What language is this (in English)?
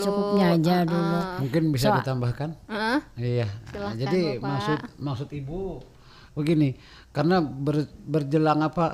Banjar